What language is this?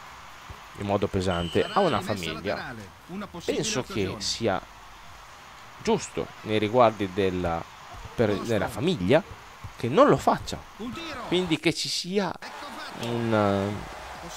Italian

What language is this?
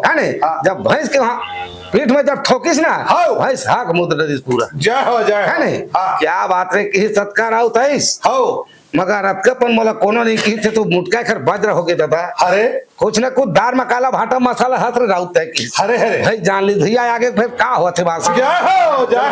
Chhattisgarhi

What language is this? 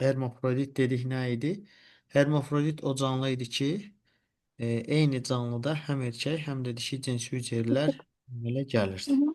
Azerbaijani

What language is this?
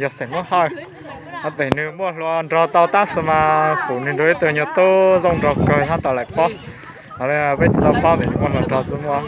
Hmong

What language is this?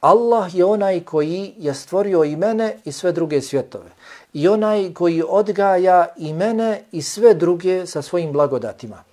Bosnian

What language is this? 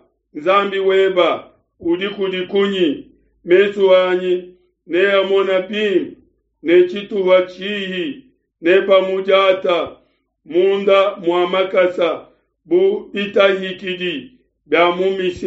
Luba-Lulua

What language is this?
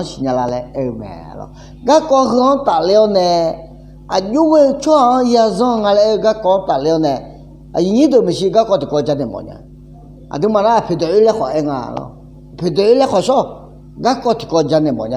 Akha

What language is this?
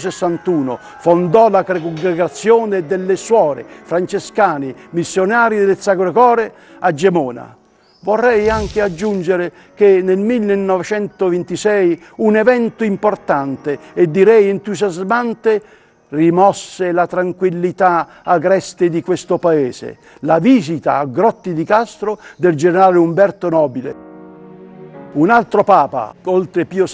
Italian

